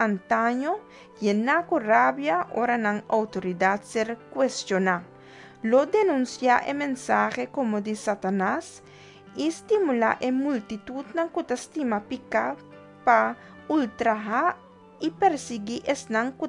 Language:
Papiamento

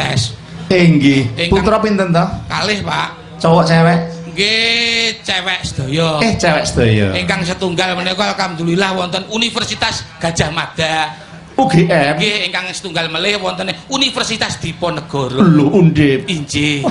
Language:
Javanese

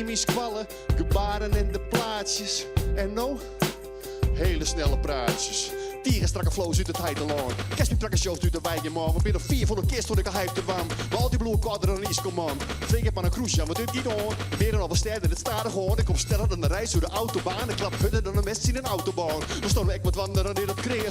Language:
Western Frisian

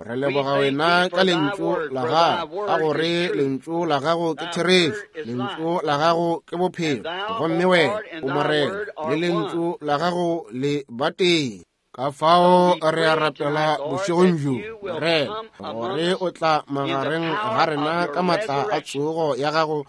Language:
Northern Sotho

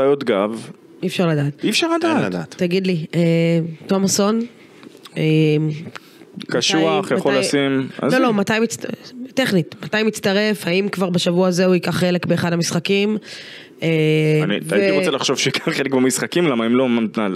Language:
Hebrew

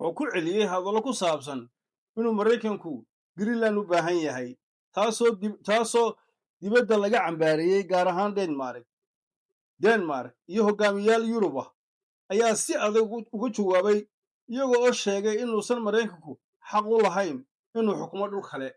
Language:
Somali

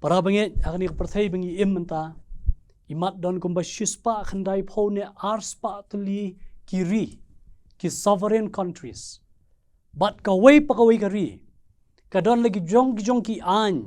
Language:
Khasi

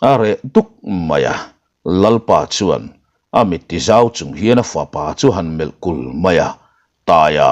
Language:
Mizo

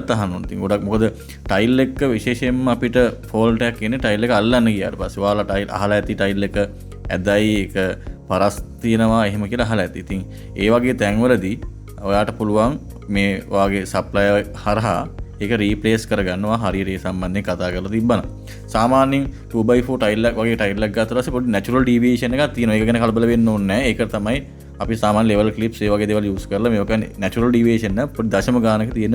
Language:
Sinhala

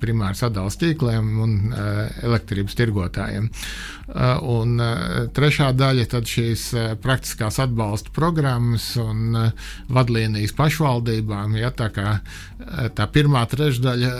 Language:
Latvian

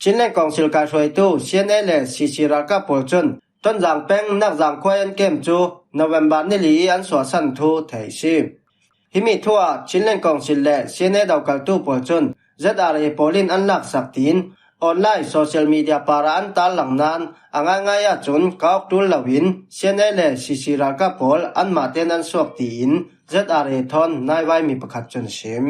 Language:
Falam Chin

